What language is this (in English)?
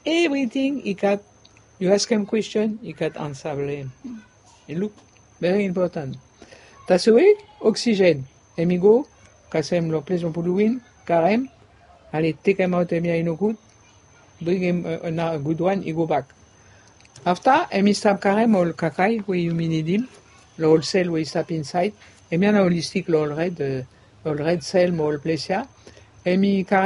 Bislama